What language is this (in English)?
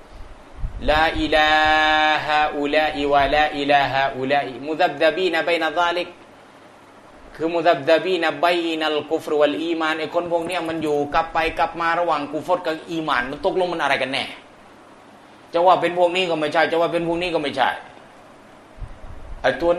Thai